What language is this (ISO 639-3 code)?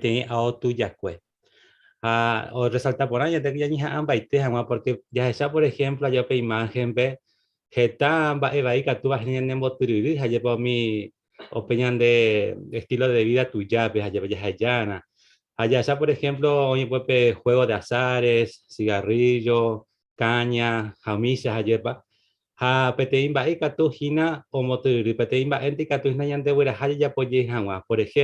grn